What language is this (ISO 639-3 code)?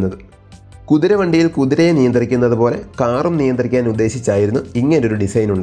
mal